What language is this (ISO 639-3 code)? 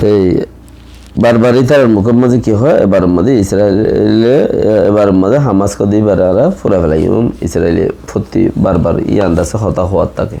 rhg